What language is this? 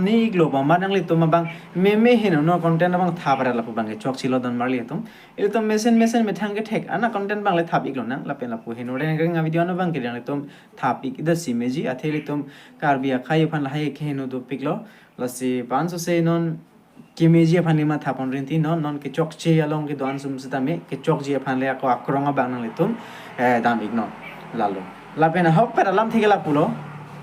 Karbi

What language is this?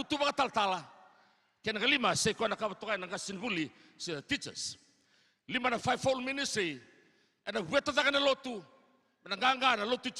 Fijian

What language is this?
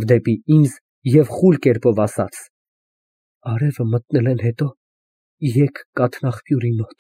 Armenian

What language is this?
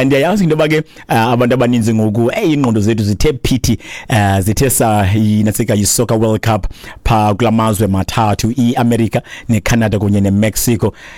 Xhosa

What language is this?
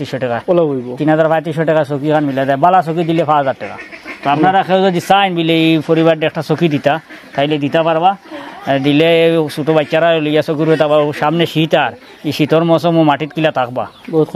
Sylheti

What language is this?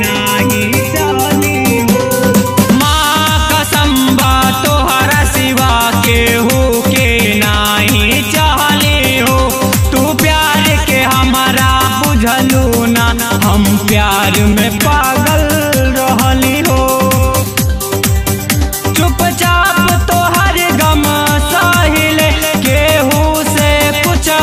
Bhojpuri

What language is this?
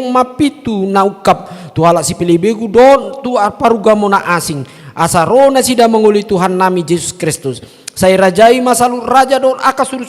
Batak Toba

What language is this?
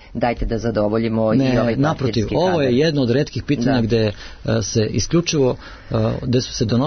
Serbian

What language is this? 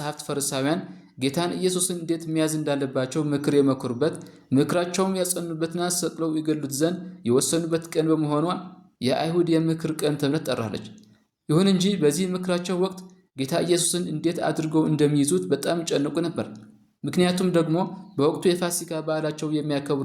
Amharic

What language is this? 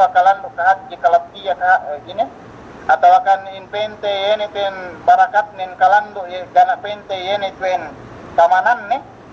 Yakan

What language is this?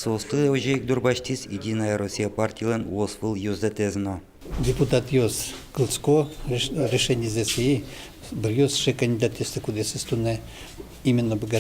Udmurt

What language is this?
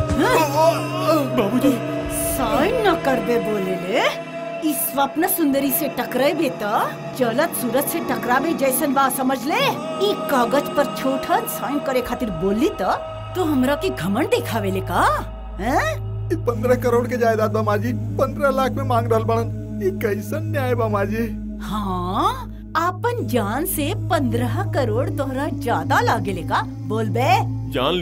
Bhojpuri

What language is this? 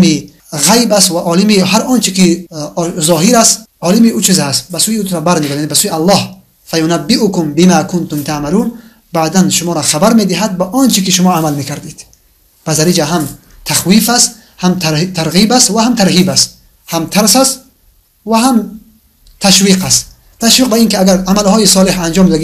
Tajik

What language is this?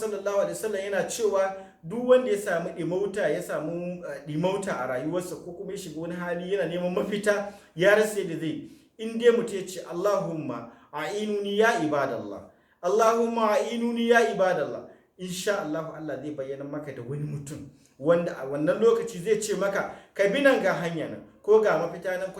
Hausa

